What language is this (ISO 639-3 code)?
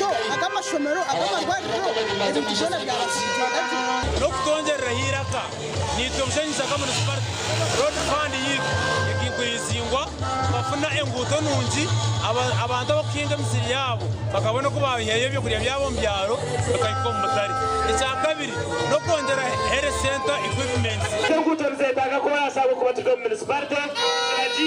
nyn